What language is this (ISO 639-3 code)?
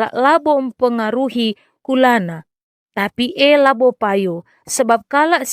btx